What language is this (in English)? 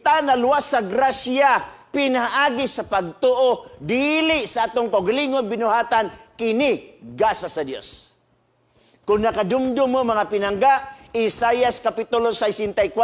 Cebuano